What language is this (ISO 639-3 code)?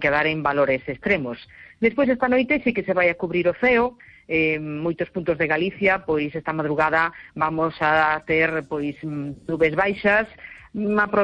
glg